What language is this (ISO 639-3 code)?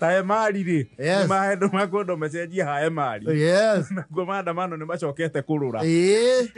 kik